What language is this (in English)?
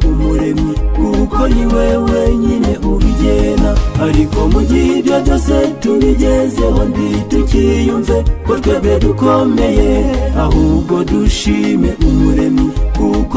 Kinyarwanda